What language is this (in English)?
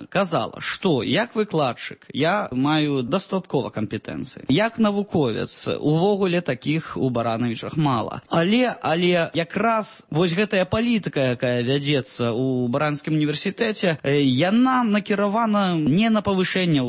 Belarusian